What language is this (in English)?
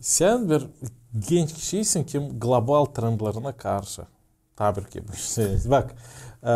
Gagauz